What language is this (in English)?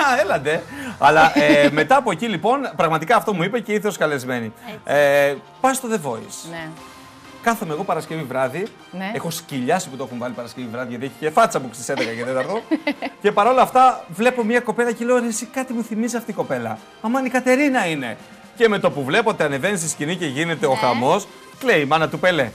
Greek